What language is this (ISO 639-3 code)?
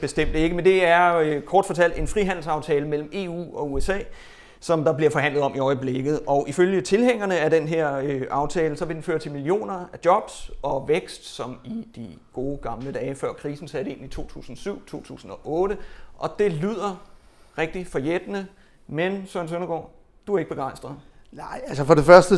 dan